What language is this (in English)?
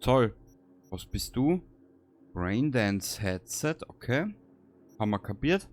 Bavarian